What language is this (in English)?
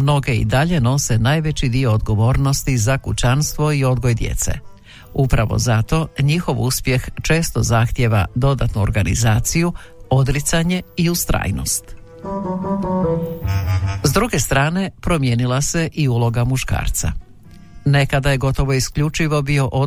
Croatian